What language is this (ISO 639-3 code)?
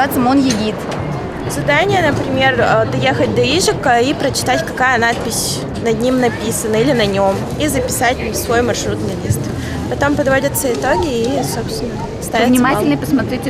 udm